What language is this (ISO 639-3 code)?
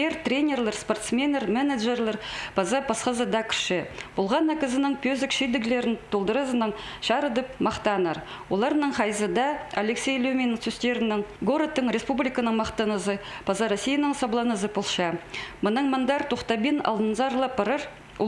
kjh